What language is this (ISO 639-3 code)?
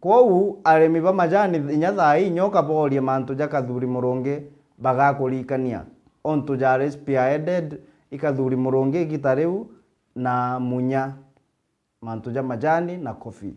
mer